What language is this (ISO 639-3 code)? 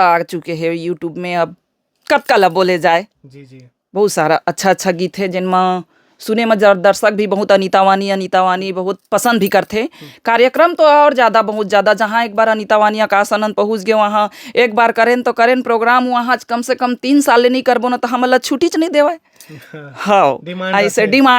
hne